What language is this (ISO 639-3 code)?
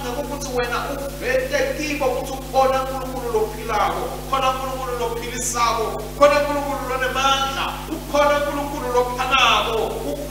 ssw